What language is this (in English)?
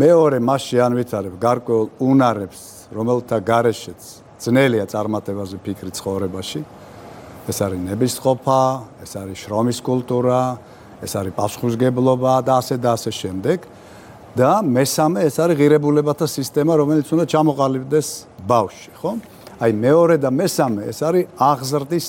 Georgian